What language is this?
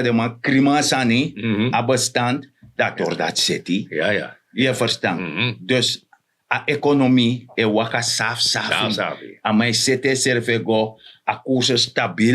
Sranan Tongo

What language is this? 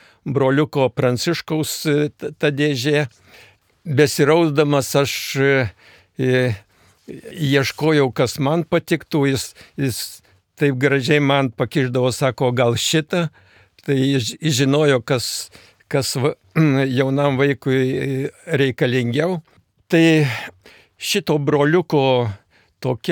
Lithuanian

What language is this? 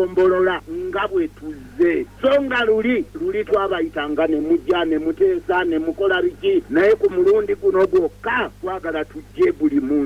Ganda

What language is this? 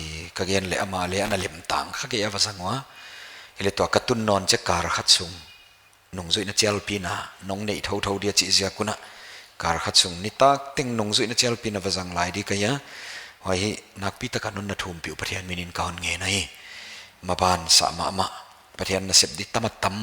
Paite Chin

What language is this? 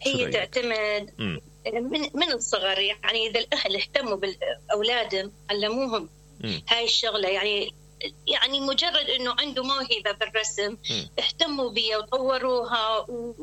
Mesopotamian Arabic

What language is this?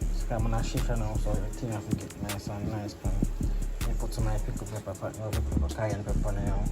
Jamaican Creole English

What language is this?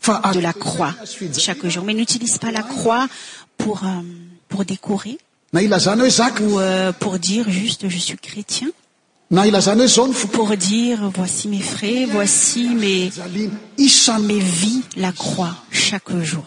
French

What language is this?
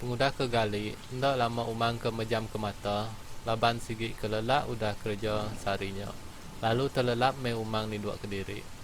Iban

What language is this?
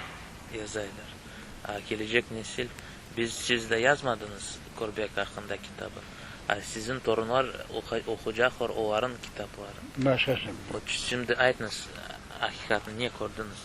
Crimean Tatar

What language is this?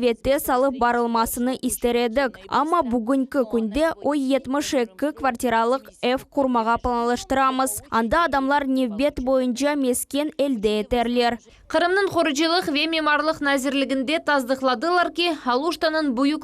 Crimean Tatar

